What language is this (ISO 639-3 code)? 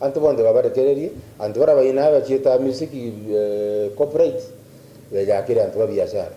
mer